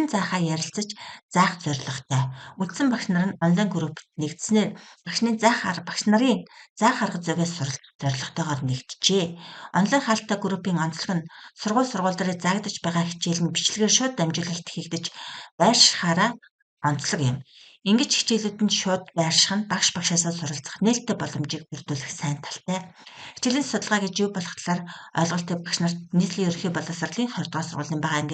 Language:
Mongolian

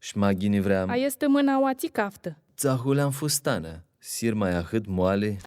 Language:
Aromanian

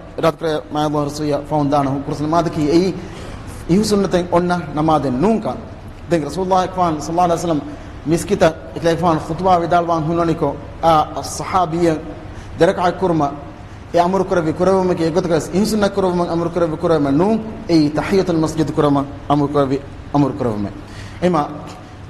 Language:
Divehi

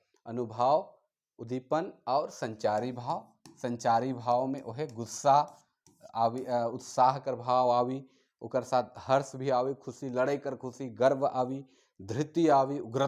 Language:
Sadri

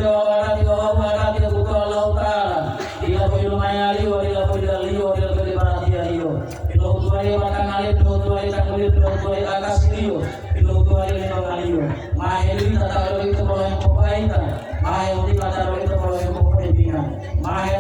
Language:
Gorontalo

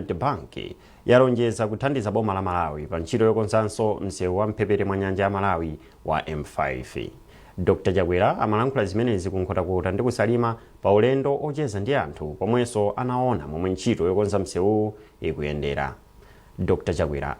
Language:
Nyanja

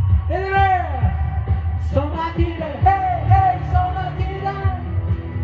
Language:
Swedish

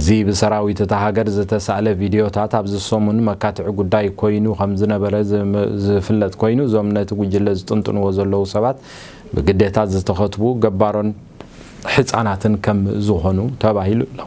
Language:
Tigrinya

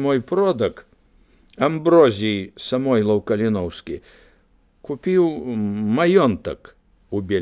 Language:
Belarusian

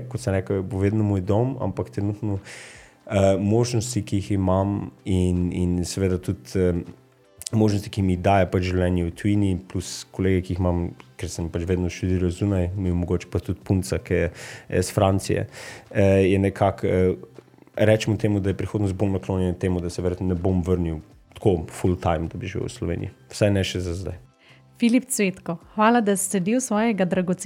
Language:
Slovenian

